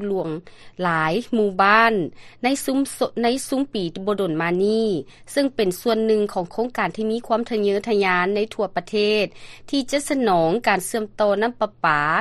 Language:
Lao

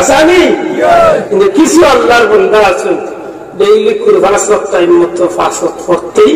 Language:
Sylheti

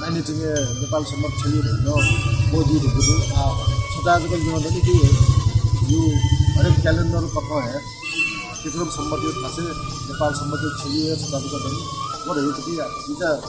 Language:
Newari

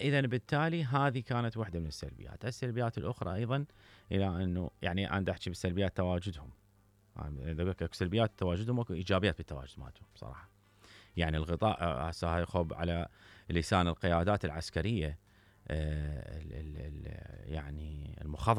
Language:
Mesopotamian Arabic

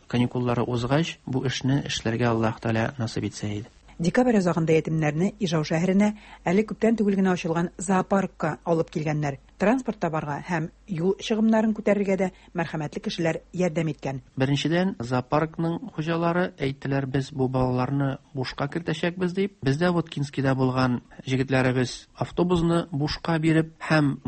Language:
Tatar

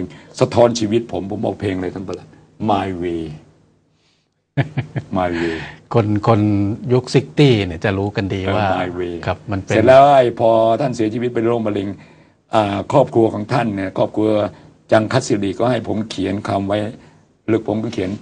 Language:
Thai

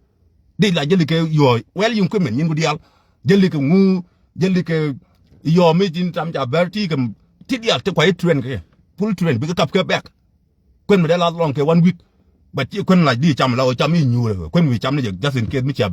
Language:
Nuer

